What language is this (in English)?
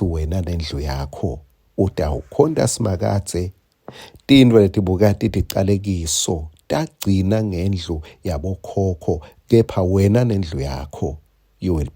Swati